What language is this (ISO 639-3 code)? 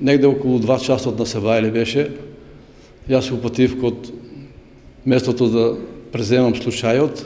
mkd